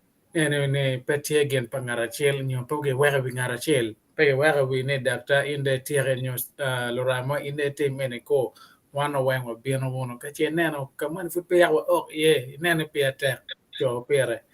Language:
Acoli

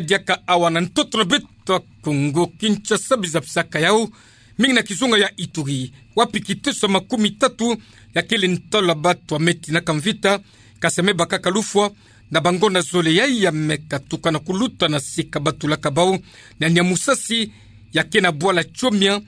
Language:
Kituba (Democratic Republic of Congo)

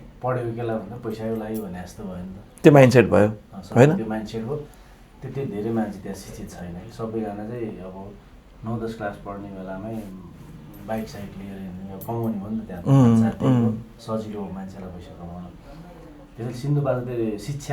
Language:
Nepali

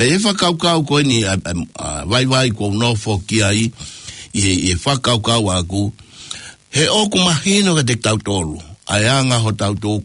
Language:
Tongan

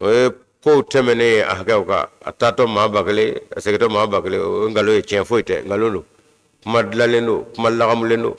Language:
Bambara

